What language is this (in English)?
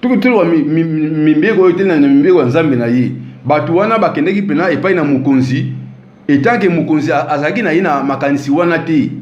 Lingala